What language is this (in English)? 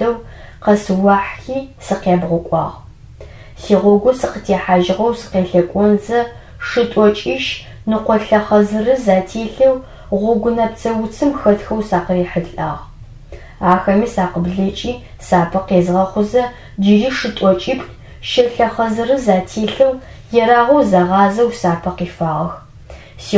Adyghe